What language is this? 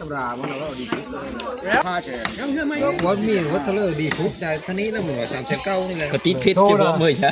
Northeastern Thai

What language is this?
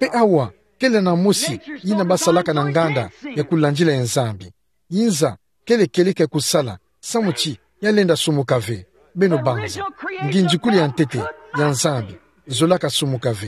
Kituba (Democratic Republic of Congo)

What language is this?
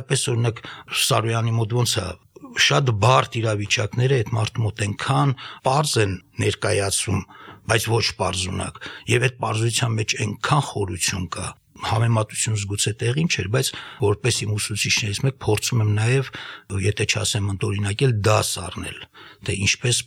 Armenian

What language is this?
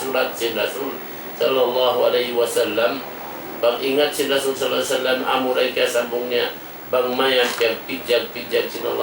Tausug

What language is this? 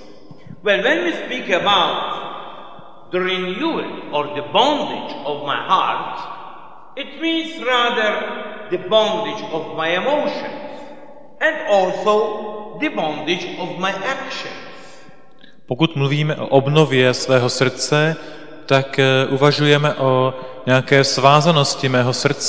Czech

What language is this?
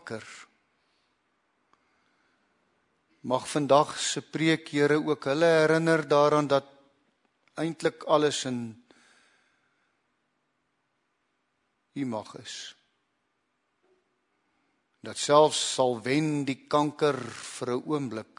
Afrikaans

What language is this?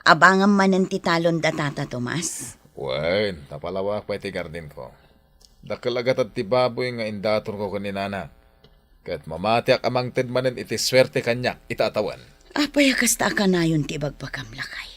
Iloko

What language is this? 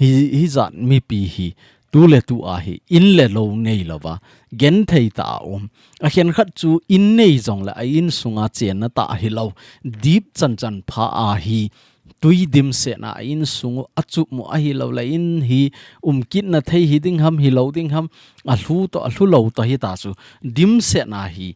Thado Chin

